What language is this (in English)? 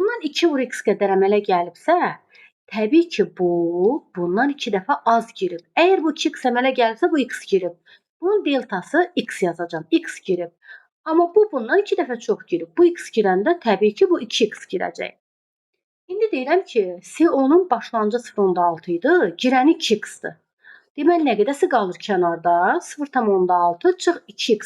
Azerbaijani